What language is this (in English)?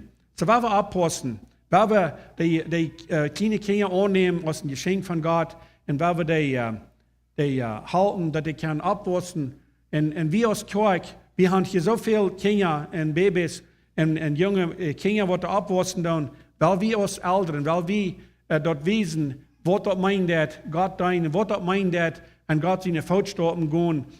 Plautdietsch